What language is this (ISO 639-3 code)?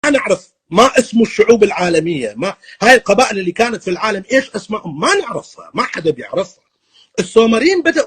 apc